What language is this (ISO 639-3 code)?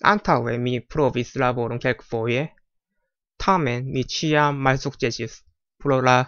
epo